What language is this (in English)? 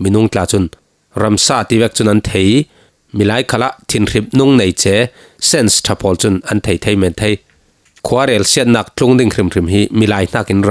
Falam Chin